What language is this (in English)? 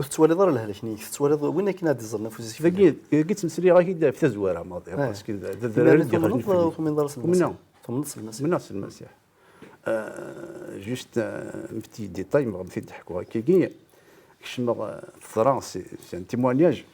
Kabyle